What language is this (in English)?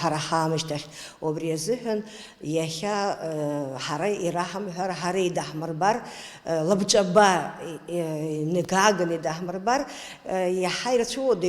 Abkhazian